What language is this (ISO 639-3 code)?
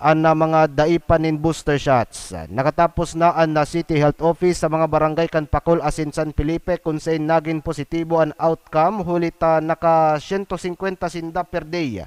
bik